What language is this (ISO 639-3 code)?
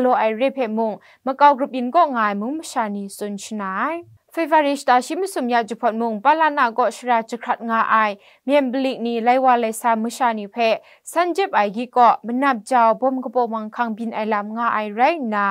kac